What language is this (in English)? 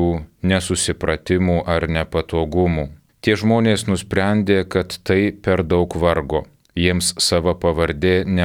Lithuanian